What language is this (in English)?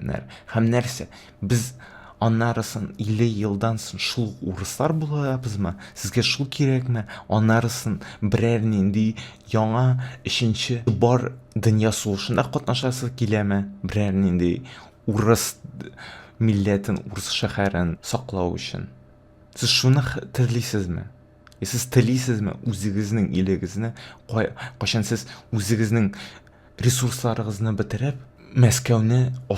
Tatar